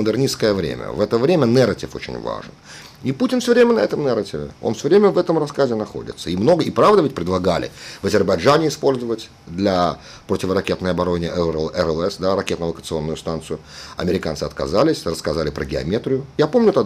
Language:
Russian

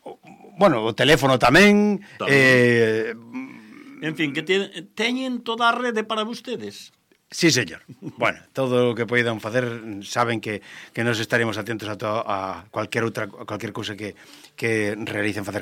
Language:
Galician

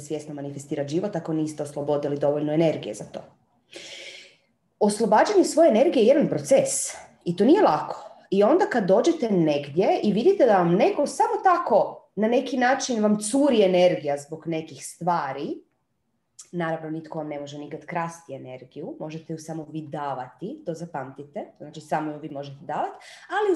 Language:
Croatian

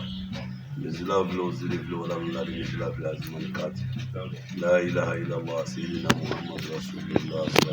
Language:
Bambara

